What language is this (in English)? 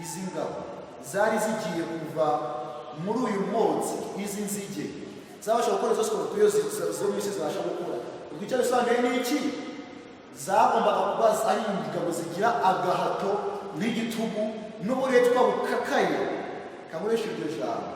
Kinyarwanda